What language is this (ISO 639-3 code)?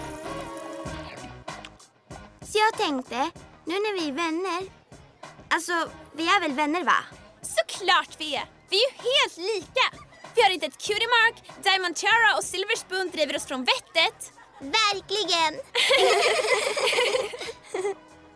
swe